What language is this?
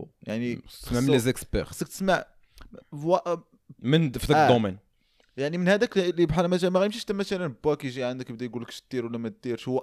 Moroccan Arabic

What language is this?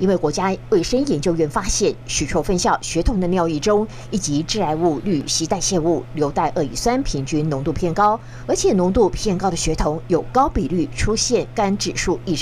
Chinese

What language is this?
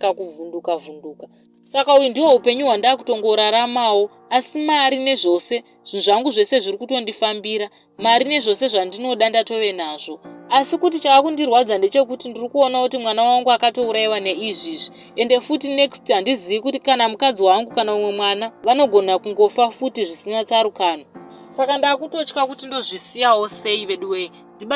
Shona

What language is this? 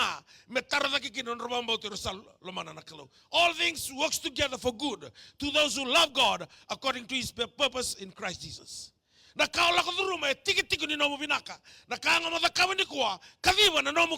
Fijian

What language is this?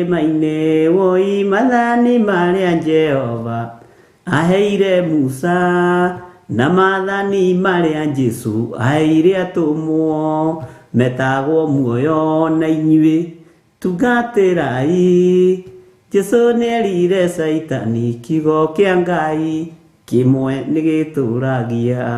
Kikuyu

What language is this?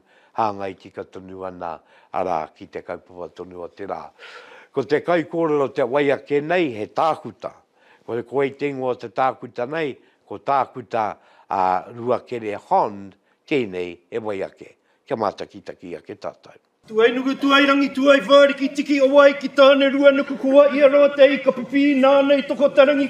Māori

